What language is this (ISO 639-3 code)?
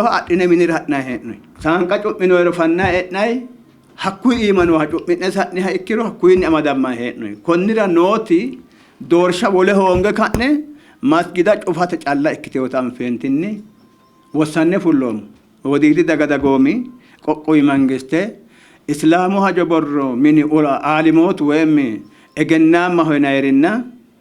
sid